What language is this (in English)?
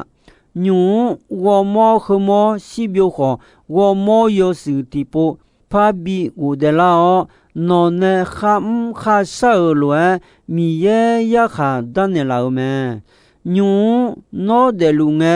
Akha